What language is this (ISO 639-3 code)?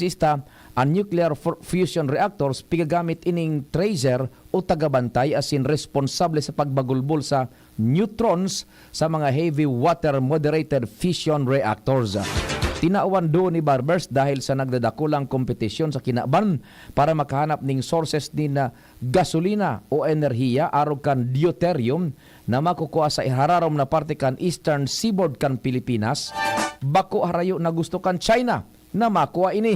bik